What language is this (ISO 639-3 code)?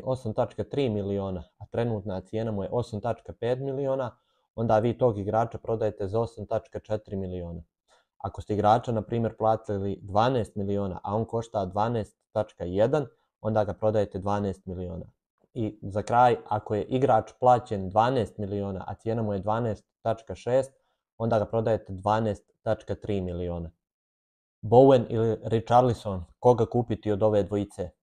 hrv